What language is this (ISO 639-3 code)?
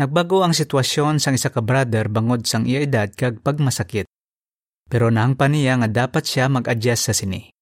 hil